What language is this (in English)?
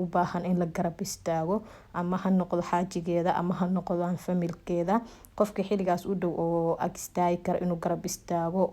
Somali